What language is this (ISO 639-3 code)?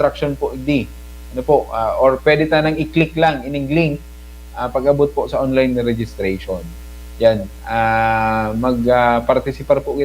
bik